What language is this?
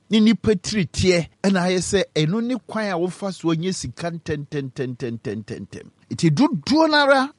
Akan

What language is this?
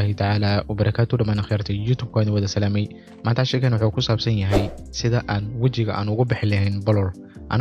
Somali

